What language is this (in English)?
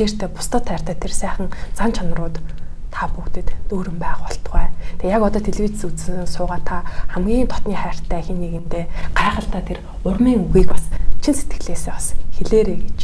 Mongolian